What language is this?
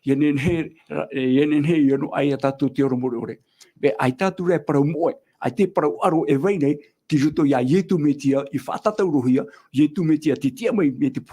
Tahitian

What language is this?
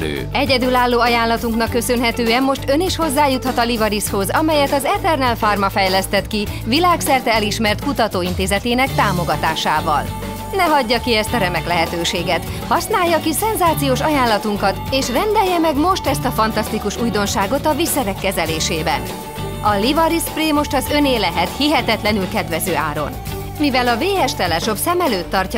Hungarian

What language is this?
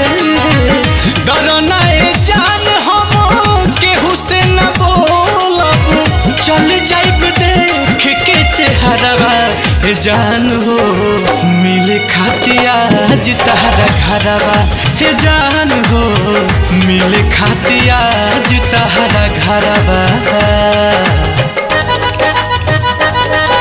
Bhojpuri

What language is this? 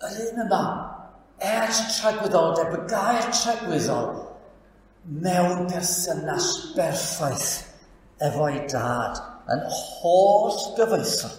Welsh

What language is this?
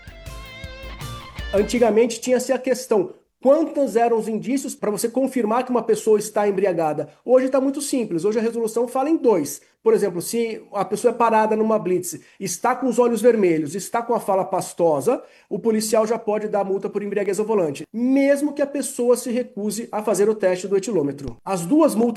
Portuguese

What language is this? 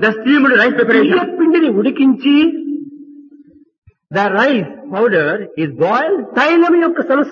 Telugu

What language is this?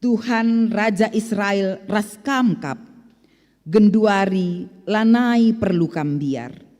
Batak Karo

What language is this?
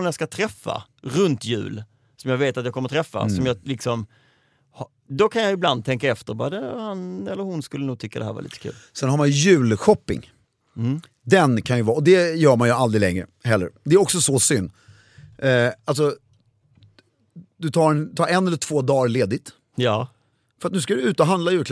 Swedish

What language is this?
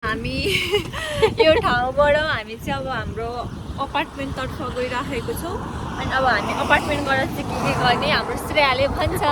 Nepali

